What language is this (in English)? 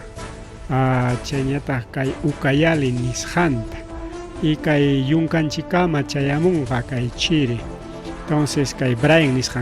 Ayacucho Quechua